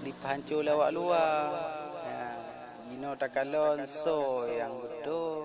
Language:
Achinese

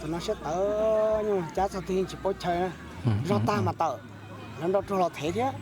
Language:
Hmong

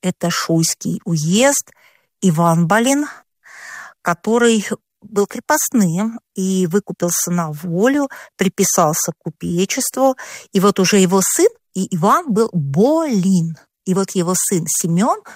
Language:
Russian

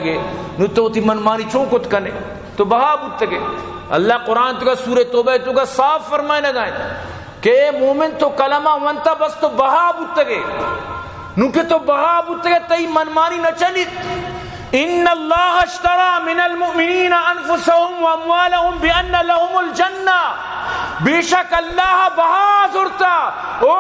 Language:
Eastern Balochi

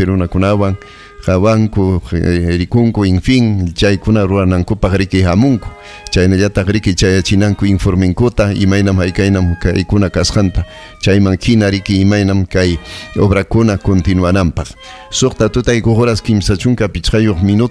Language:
Ayacucho Quechua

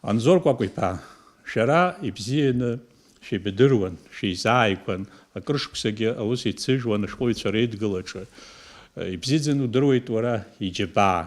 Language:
Abkhazian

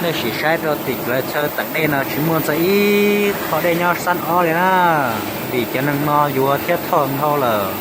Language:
Hmong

